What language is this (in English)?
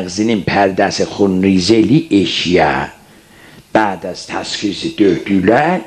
South Azerbaijani